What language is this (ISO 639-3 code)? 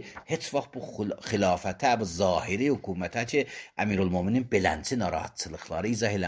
aze